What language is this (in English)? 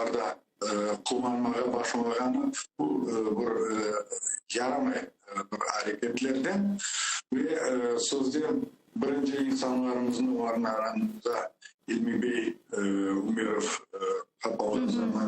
Crimean Tatar